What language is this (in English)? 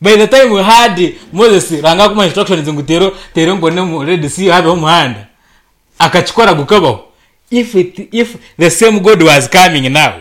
Nyankole